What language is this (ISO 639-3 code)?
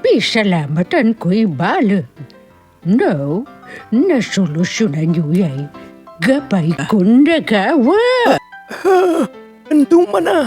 pag